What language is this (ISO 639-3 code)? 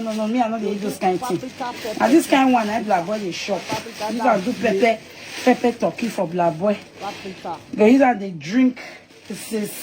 pcm